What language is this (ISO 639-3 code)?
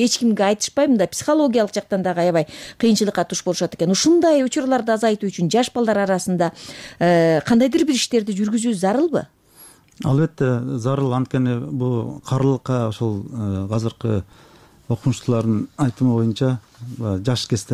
kir